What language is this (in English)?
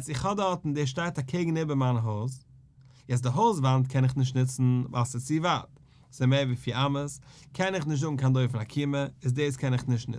Yiddish